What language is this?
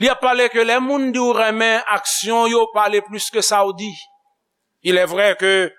Haitian Creole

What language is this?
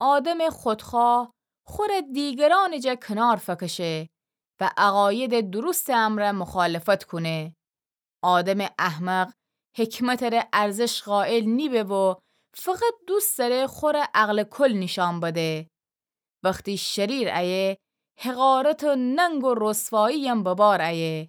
Gilaki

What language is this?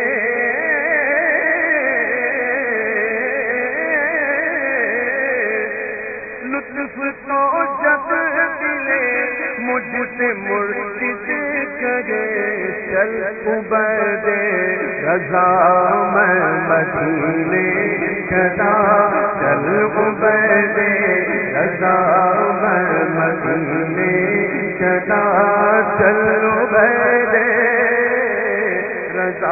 Urdu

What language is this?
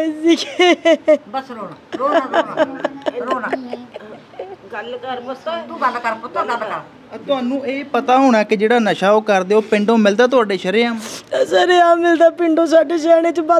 Punjabi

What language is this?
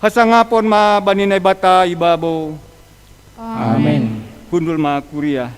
Batak Simalungun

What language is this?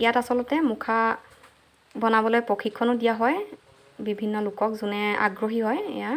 Assamese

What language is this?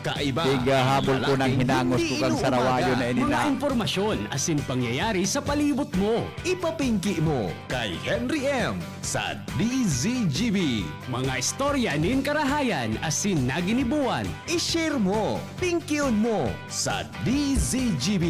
Bikol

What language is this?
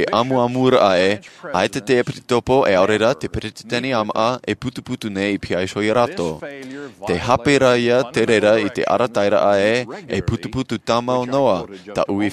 Tahitian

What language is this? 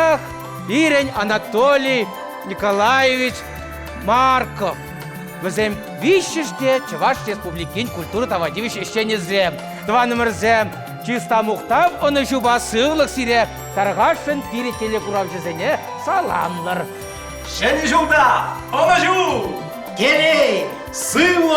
Chuvash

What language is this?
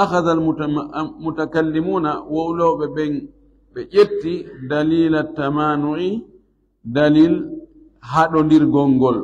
Fula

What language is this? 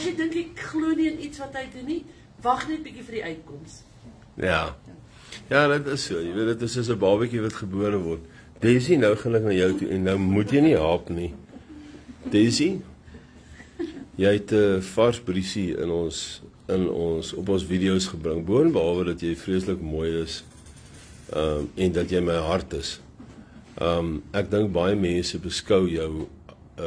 Afrikaans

